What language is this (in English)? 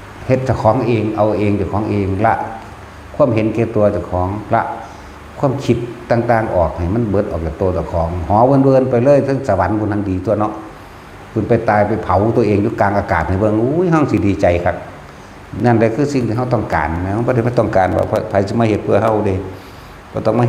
Northeastern Thai